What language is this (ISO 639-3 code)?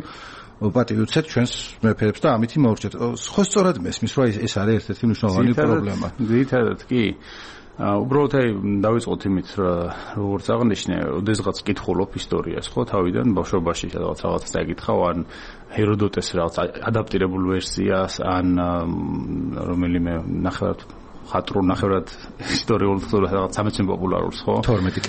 kat